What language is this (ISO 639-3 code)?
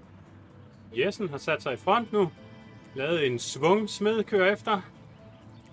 dan